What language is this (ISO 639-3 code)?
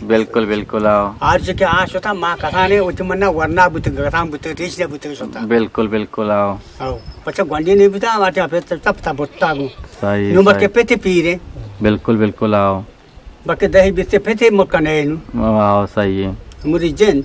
bgp